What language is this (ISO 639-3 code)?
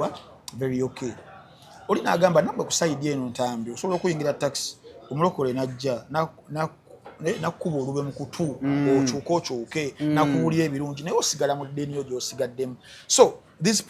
lug